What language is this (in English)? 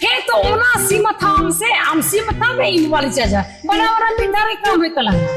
Santali